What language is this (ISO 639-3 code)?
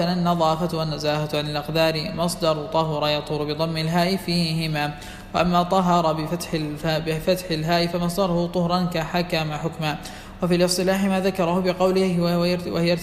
ara